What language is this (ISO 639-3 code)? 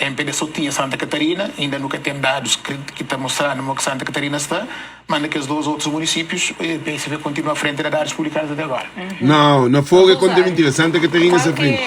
kea